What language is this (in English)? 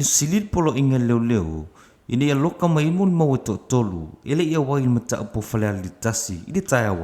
Samoan